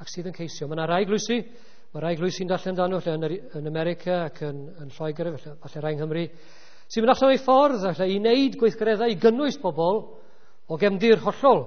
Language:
Welsh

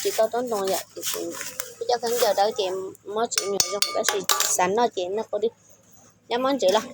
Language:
Hmong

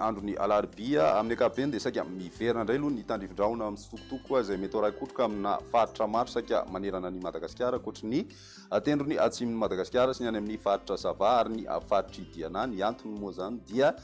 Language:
Malagasy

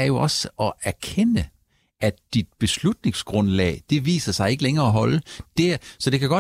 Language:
Danish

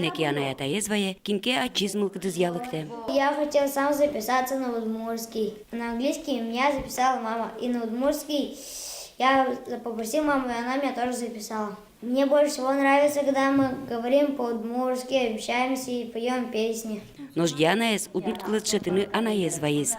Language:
Udmurt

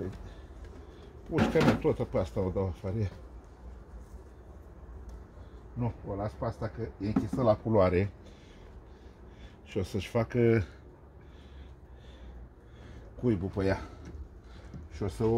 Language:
Romanian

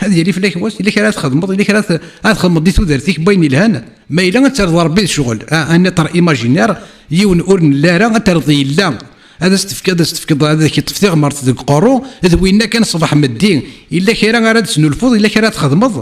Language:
Kabyle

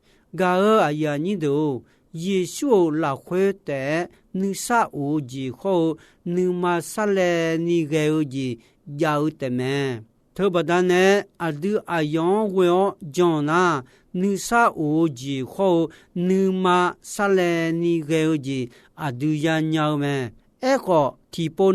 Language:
Akha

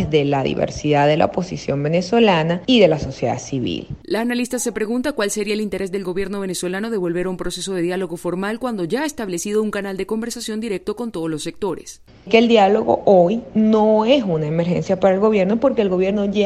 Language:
Spanish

